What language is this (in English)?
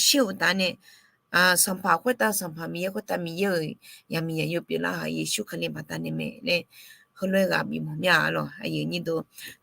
Akha